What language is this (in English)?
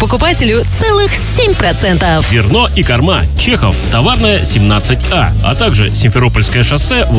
Russian